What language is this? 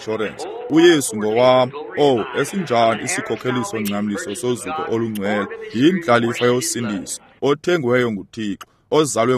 Xhosa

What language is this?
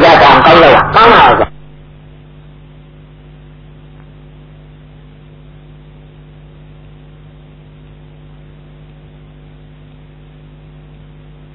Burmese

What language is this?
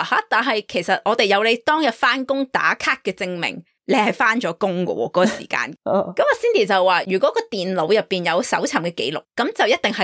Cantonese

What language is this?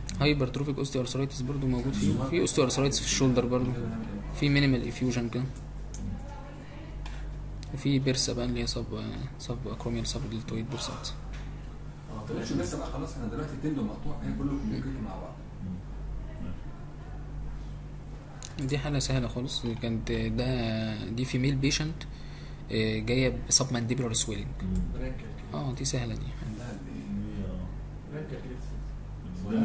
Egyptian Arabic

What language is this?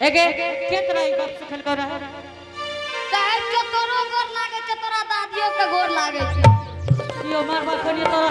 Angika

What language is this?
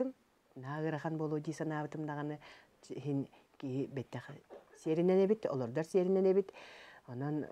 Yakut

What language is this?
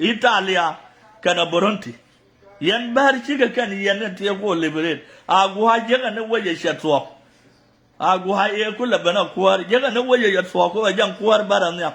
Nuer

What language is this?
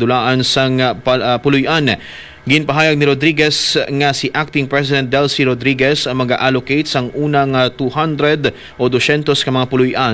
Hiligaynon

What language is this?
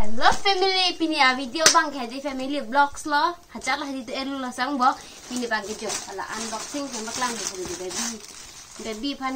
Karbi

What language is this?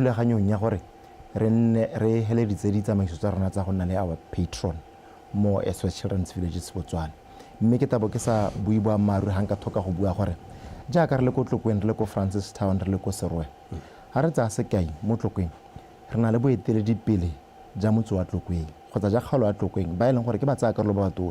Tswana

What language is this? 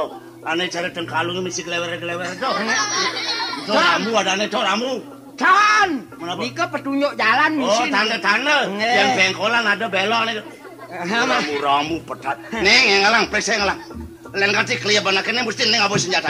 Balinese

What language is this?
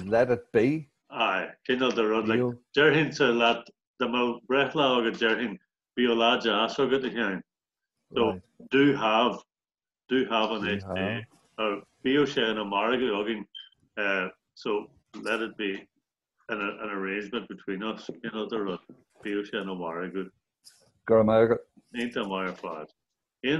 Irish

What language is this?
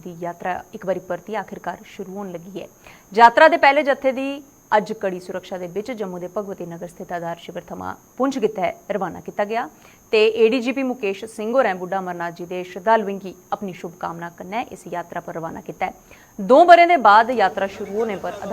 Dogri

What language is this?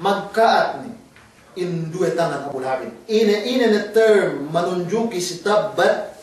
Yakan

